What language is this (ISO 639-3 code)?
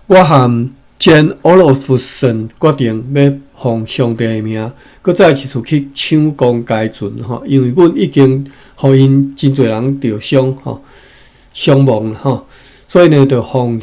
nan